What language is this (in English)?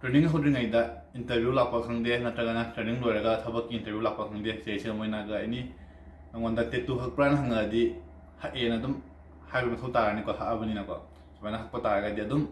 Manipuri